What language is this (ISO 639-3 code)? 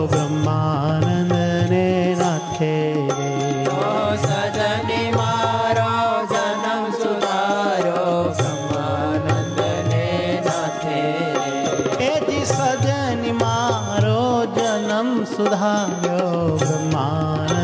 guj